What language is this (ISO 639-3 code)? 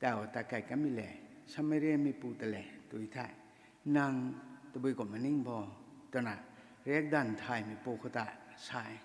nbu